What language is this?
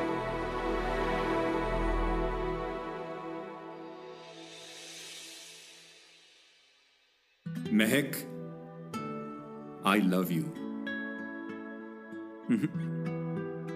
Bhojpuri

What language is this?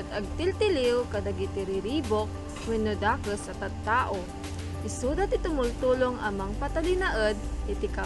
Iloko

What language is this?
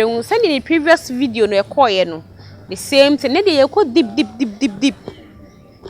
Akan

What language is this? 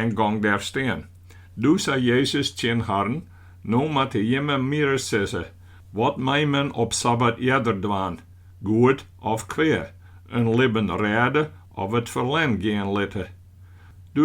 Western Frisian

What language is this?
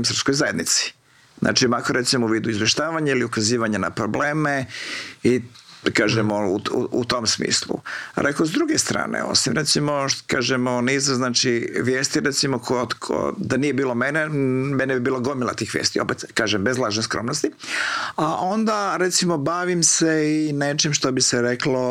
Croatian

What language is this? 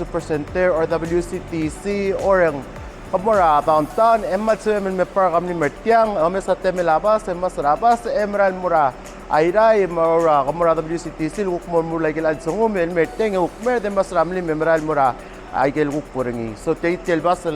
Palauan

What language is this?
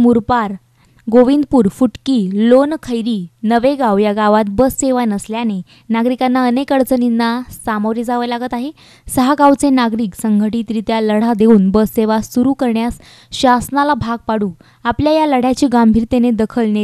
Marathi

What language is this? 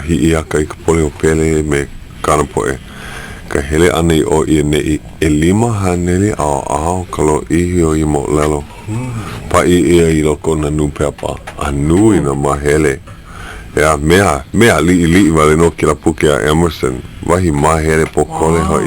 Hawaiian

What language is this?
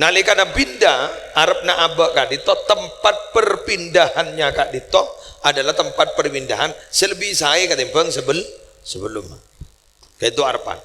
Madurese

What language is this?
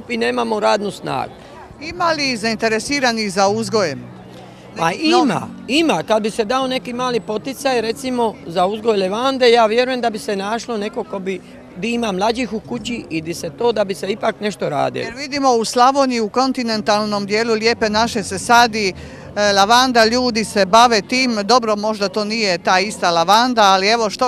Croatian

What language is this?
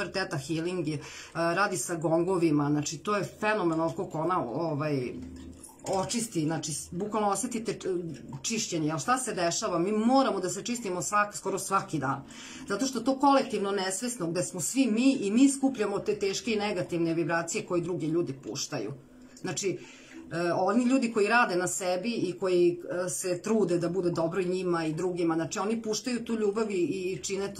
Serbian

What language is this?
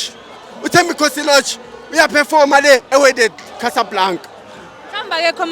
Zulu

